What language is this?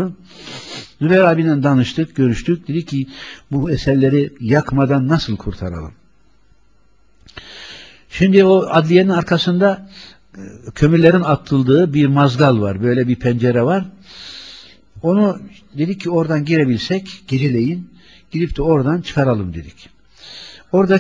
Turkish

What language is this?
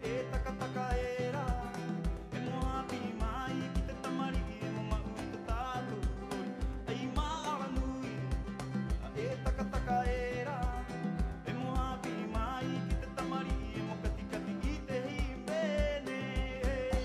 Rapanui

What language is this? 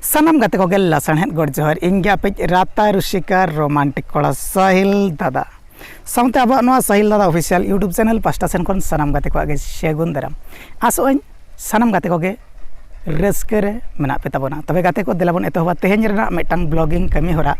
Santali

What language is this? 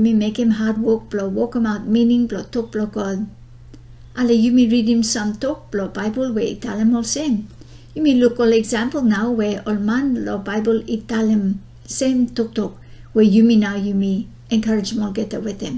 Bislama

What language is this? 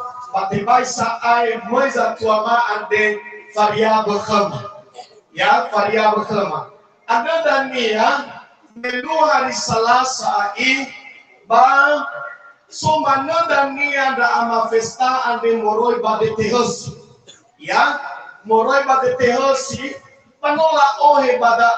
Nias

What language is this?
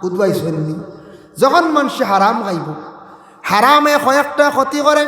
Sylheti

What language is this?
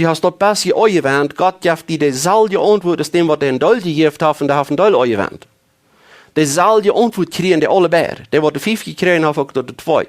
Plautdietsch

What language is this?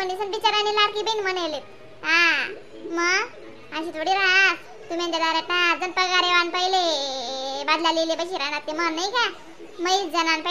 Khandesi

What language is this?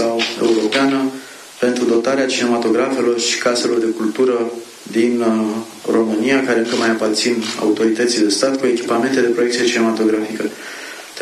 Romanian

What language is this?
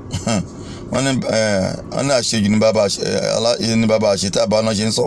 Yoruba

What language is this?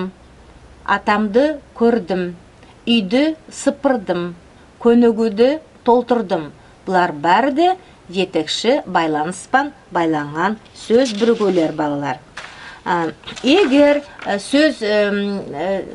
Nogai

